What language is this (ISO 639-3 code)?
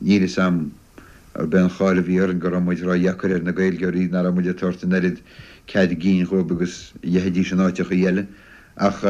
gle